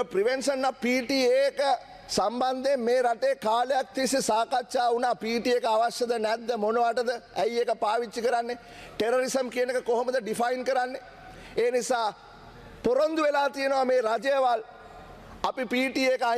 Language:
Sinhala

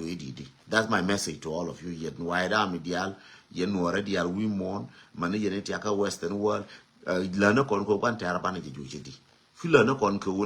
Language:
Nuer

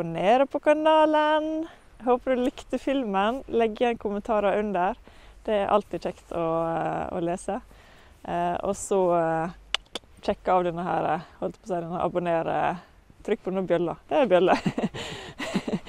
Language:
Norwegian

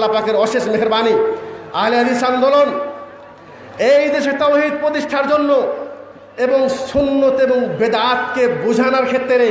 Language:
Bangla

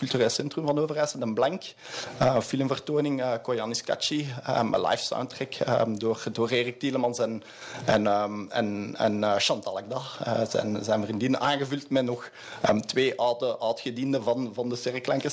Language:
Dutch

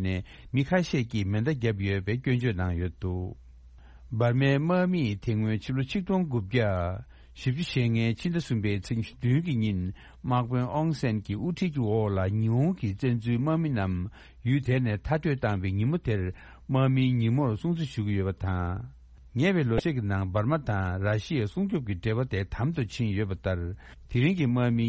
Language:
Tibetan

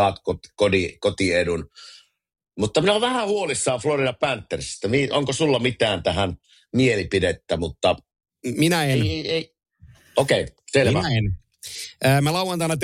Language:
Finnish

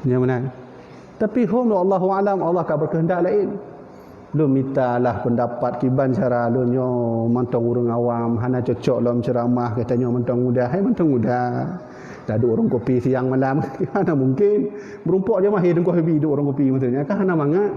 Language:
Achinese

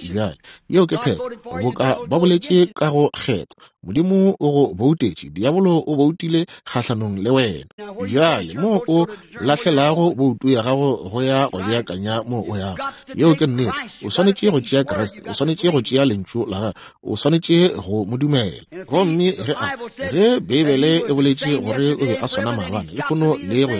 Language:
Northern Sotho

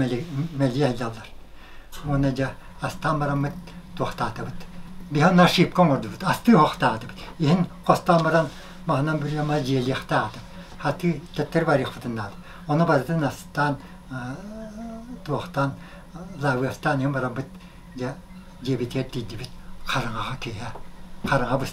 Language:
Yakut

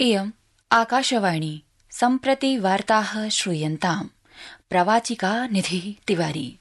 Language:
Sanskrit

